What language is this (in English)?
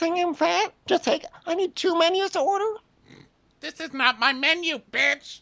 English